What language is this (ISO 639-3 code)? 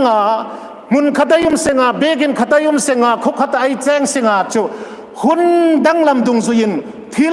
hmr